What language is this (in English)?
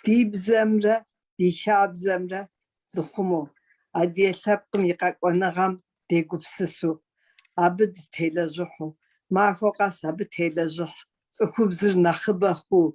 Kabardian